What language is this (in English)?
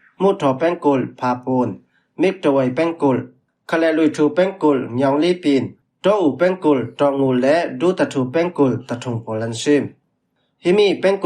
Falam Chin